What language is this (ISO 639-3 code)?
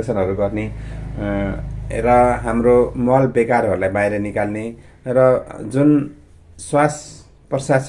nep